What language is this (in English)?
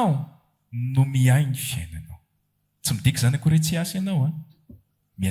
Malagasy